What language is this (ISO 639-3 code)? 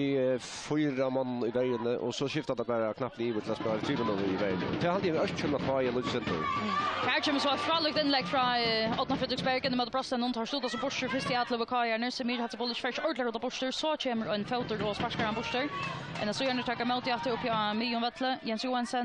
fao